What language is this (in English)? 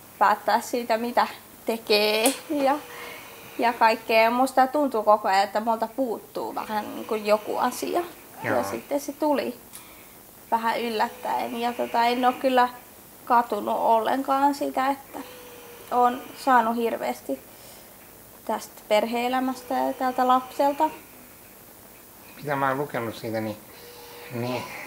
Finnish